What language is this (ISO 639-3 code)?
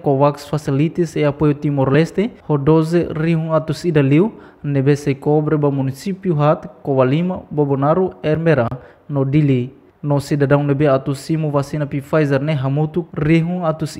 tet